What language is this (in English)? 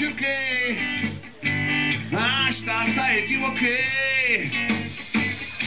Czech